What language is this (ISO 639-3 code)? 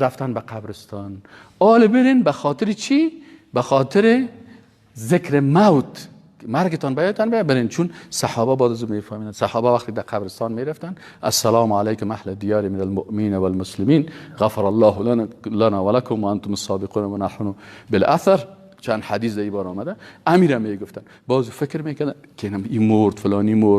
fas